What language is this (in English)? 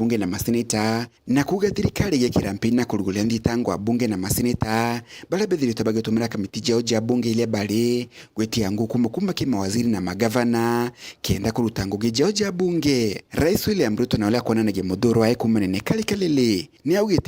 Meru